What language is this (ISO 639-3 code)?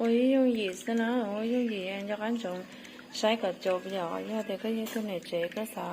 hmn